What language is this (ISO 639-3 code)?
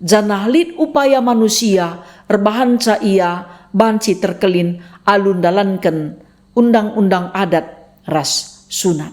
btx